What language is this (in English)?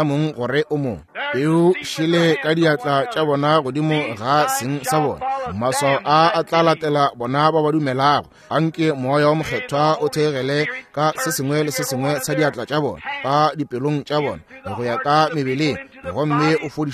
Northern Sotho